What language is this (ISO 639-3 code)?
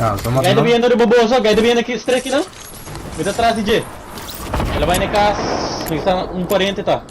pap